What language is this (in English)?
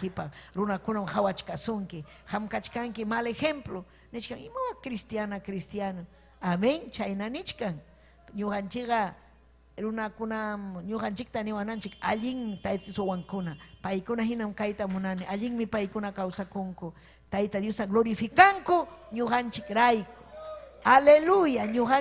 Ayacucho Quechua